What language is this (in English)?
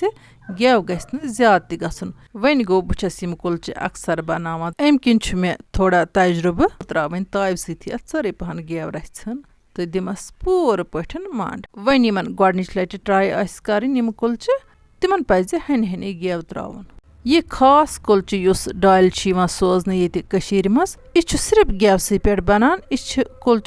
Kashmiri